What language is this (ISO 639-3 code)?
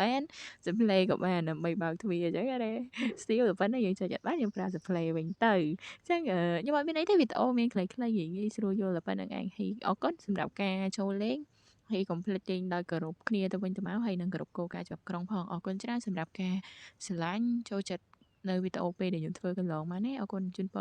khm